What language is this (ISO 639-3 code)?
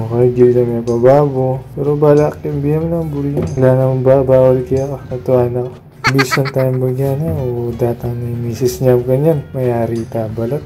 pam